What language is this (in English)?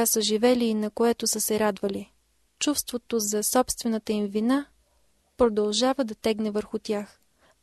Bulgarian